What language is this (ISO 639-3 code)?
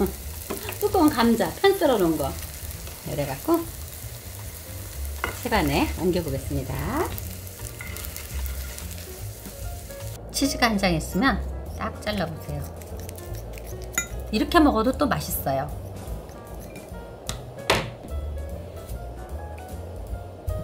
kor